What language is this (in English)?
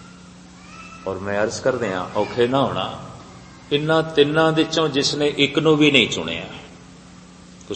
Punjabi